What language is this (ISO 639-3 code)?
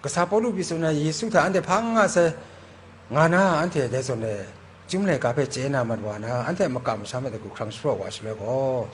kac